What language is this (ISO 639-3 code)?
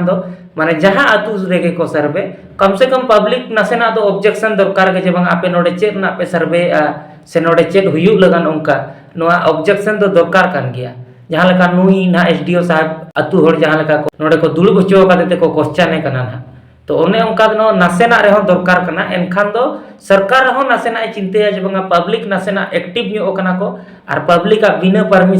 sat